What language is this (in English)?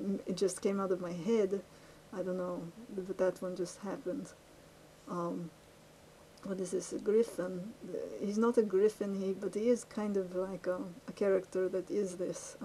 English